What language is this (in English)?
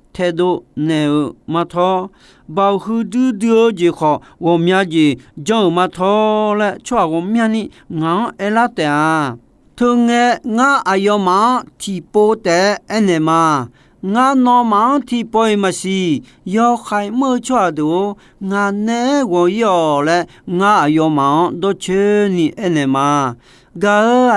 Akha